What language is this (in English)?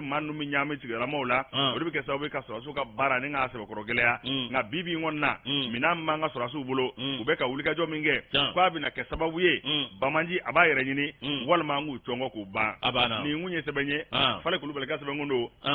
Bambara